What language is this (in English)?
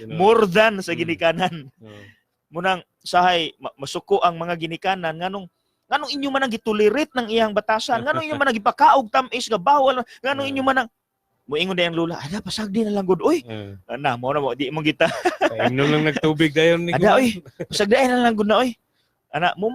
Cebuano